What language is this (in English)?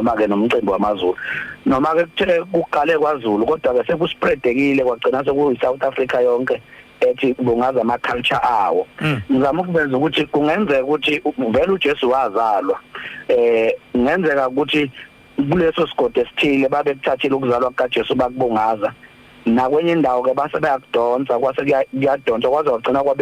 Zulu